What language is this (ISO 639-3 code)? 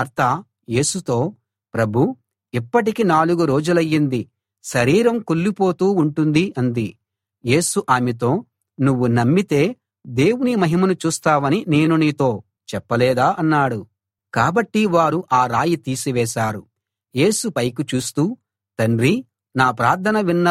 tel